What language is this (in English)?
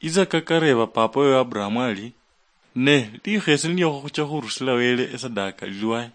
Luyia